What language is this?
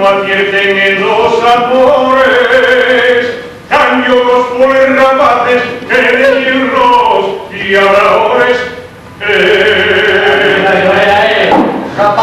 Asturian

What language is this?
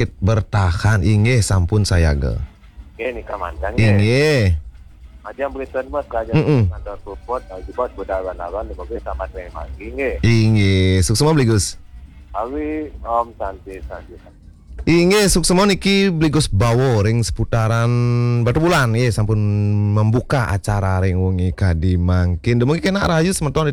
Balinese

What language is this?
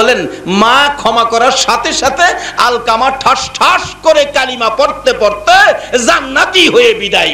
Bangla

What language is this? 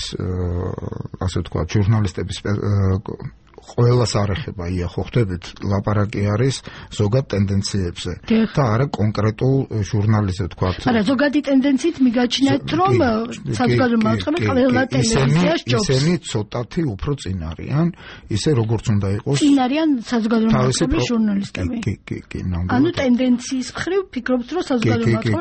Georgian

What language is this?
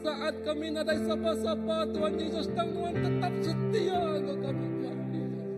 Iban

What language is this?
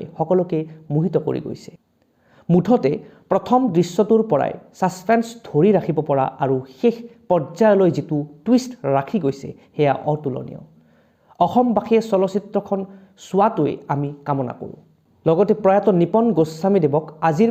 Assamese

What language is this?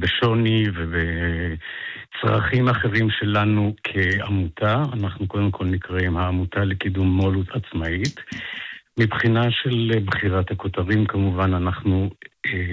Hebrew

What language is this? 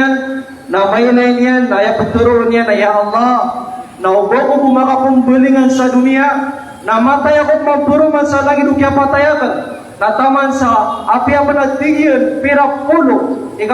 Maranao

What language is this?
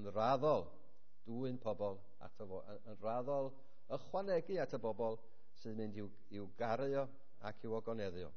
Welsh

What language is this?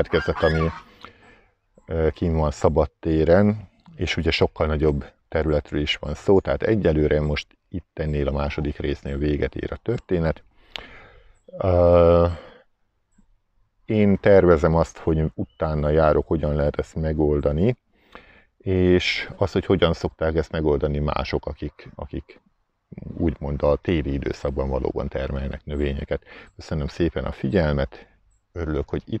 Hungarian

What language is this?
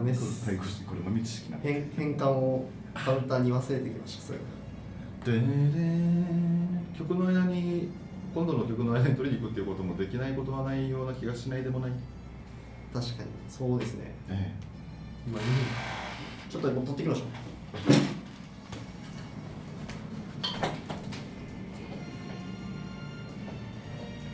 Japanese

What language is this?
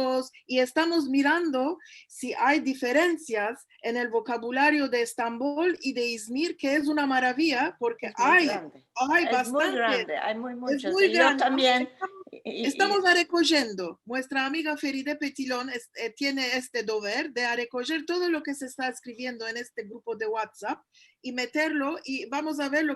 Ladino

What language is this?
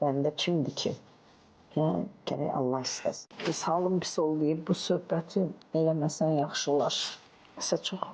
Azerbaijani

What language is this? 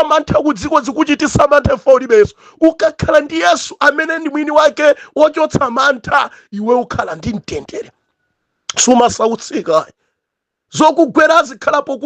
Nyanja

